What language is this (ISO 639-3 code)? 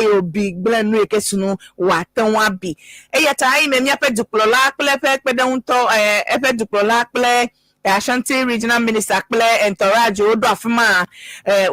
ewe